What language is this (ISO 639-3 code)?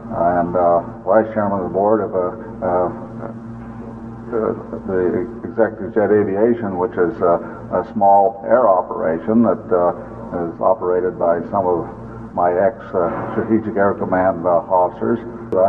eng